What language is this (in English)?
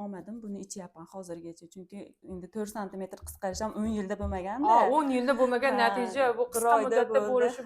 Uzbek